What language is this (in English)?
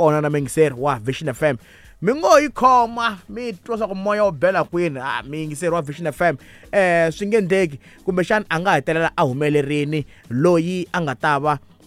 Tsonga